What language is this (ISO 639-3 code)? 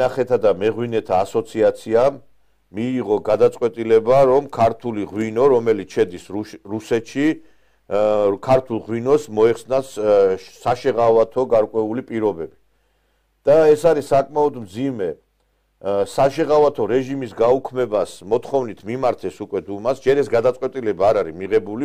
kat